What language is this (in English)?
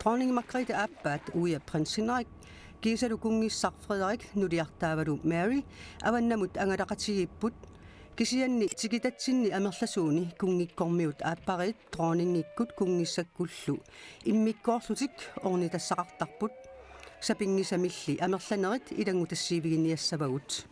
Kalaallisut